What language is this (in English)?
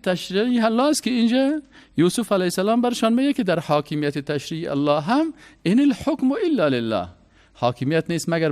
Persian